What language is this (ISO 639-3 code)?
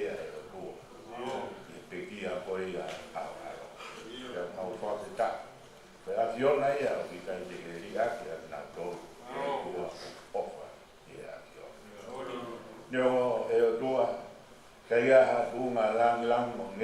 ton